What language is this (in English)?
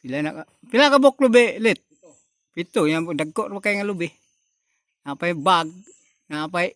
Cebuano